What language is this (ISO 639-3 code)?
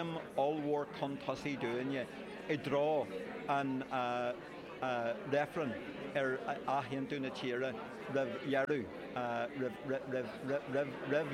gle